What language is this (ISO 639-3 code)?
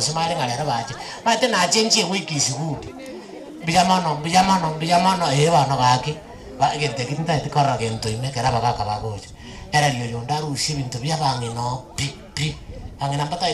guz